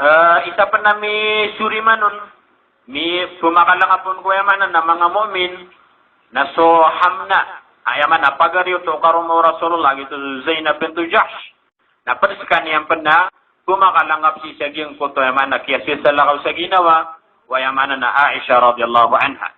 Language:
Maranao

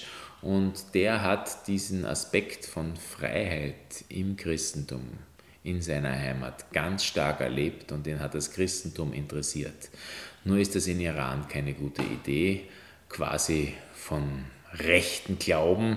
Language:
German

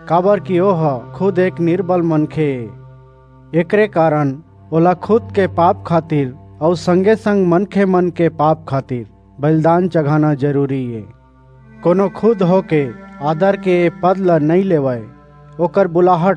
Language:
Chhattisgarhi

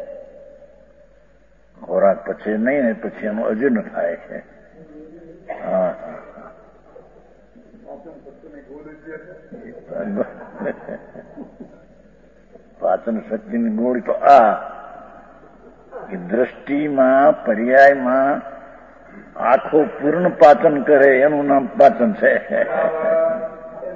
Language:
Gujarati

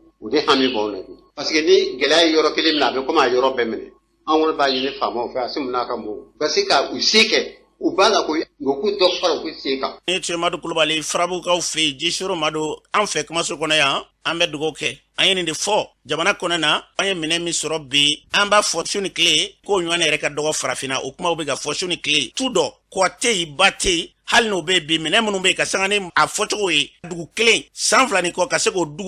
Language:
Bambara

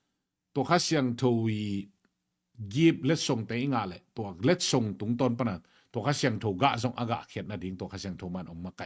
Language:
Tedim Chin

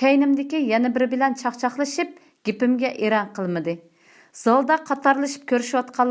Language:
Uyghur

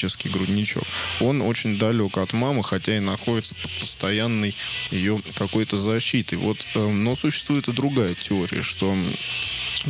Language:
Russian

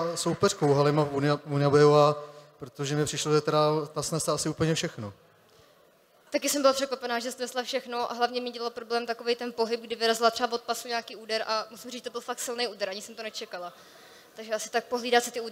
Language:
Czech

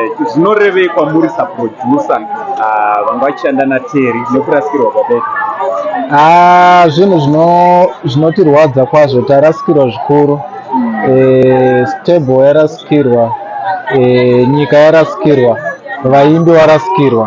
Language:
Shona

